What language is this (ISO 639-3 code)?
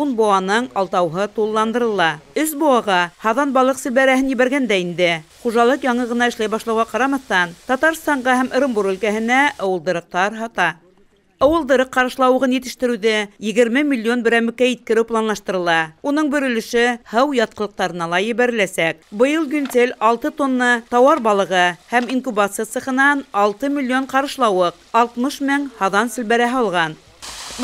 bak